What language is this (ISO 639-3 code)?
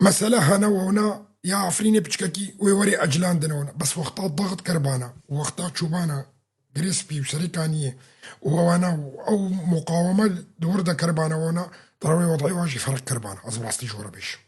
kur